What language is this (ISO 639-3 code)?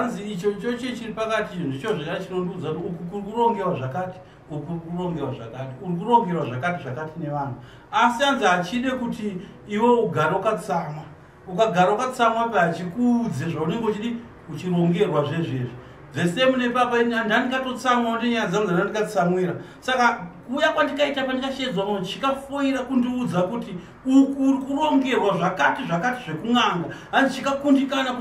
sna